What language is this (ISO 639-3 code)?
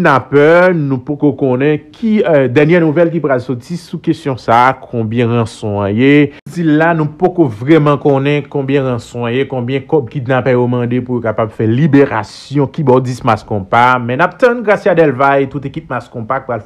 hat